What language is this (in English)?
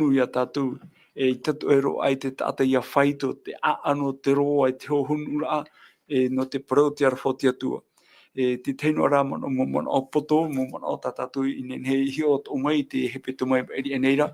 Tahitian